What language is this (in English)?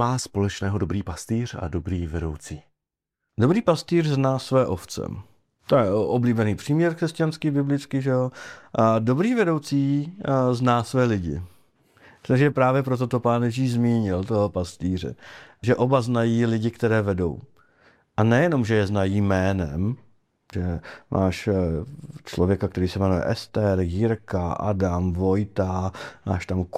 Czech